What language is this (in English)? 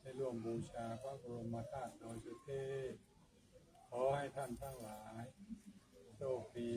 Pali